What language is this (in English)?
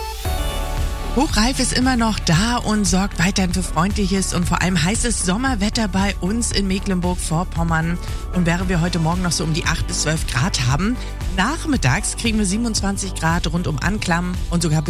German